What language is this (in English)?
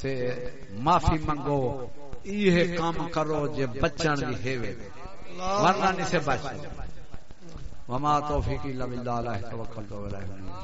Saraiki